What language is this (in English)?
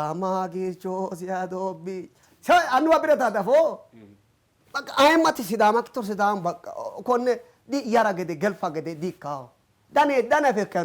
Sidamo